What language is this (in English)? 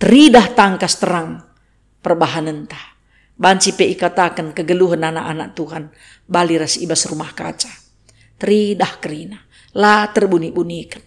Batak Karo